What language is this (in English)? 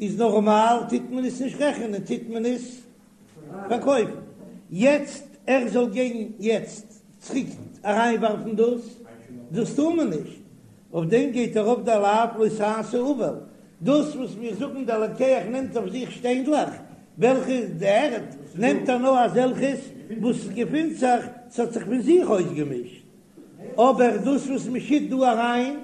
Yiddish